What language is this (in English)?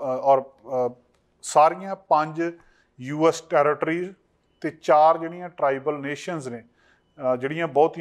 Punjabi